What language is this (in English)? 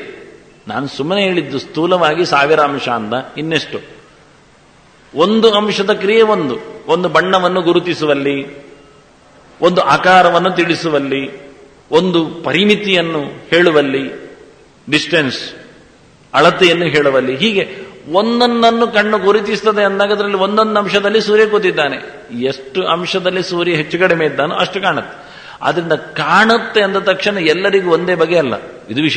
Kannada